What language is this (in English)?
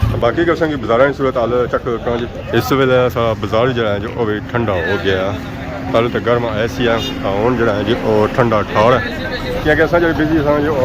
Pahari-Potwari